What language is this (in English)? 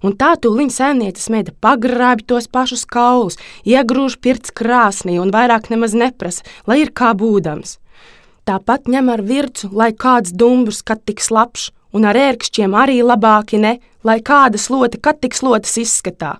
Latvian